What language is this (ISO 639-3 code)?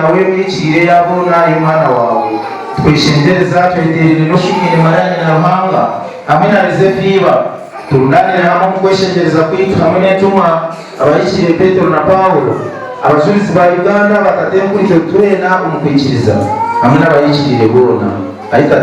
nyn